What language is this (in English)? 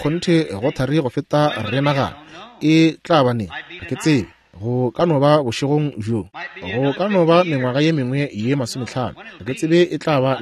Northern Sotho